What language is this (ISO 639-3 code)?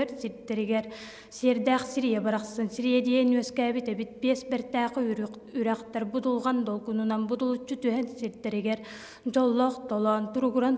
sah